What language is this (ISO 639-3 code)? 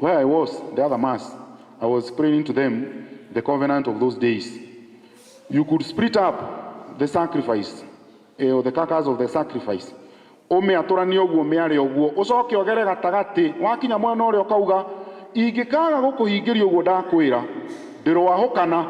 kik